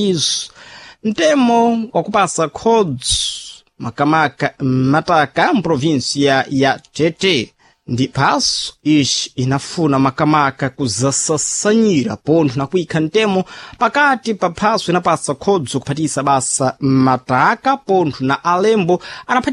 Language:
Sena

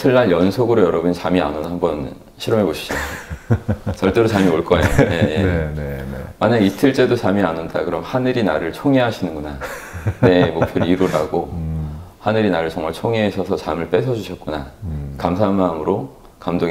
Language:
Korean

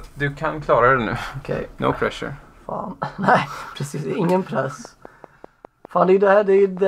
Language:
Swedish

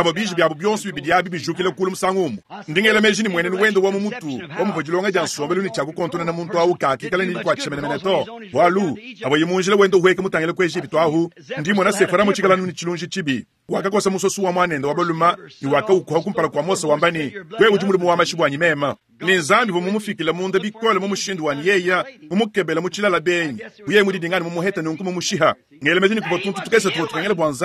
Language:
Luba-Lulua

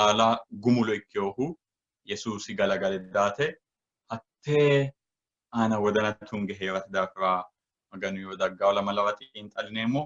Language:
Sidamo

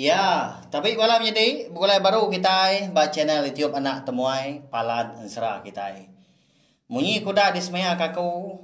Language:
Iban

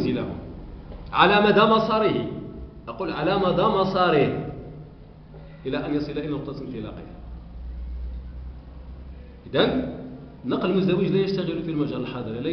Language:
Moroccan Arabic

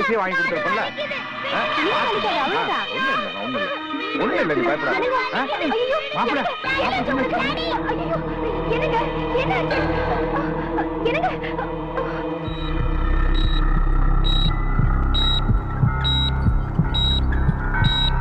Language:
Tamil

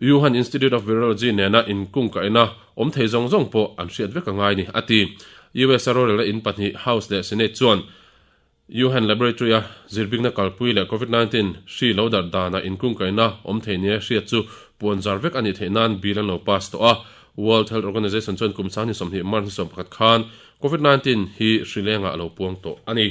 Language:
Mizo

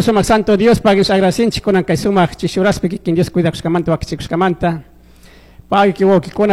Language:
Chimborazo Highland Quichua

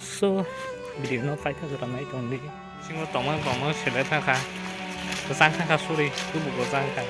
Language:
Kok Borok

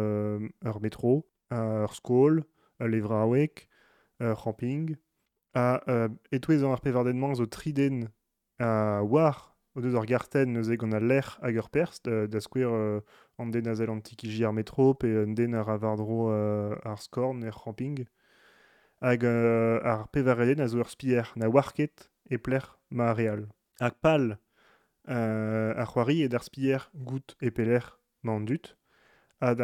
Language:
Breton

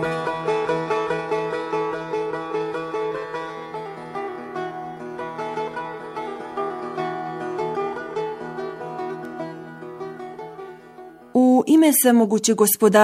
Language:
Bosnian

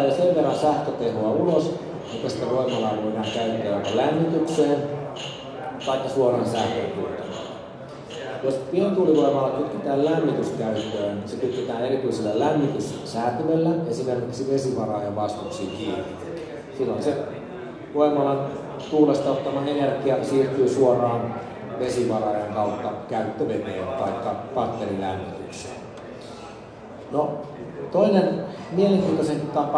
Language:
Finnish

